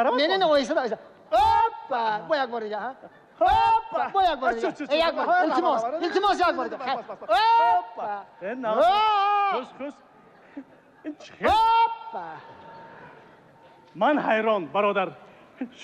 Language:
Tajik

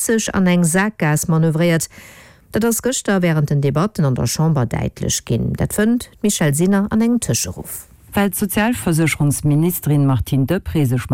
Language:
Luxembourgish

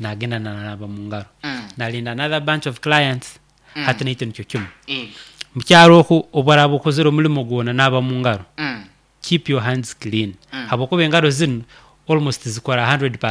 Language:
Nyoro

